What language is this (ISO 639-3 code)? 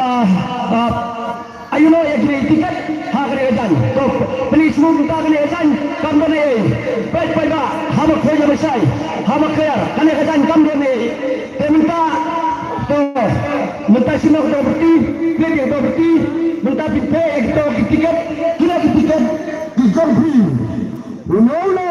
kha